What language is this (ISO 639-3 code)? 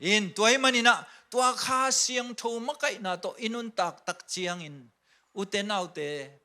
ctd